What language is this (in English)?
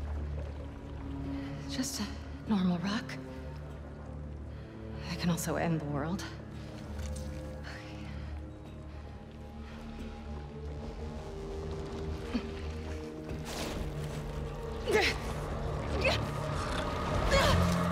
English